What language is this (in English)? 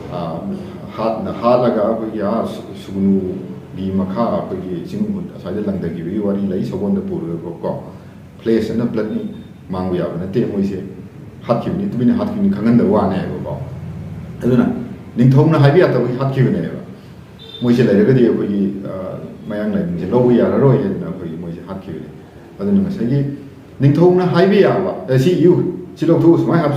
Manipuri